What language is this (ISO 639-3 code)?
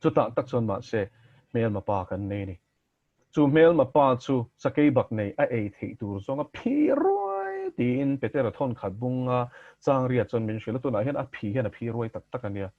lus